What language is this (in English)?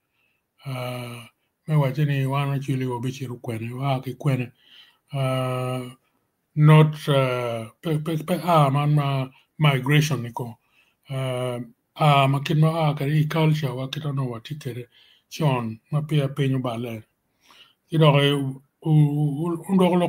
Acoli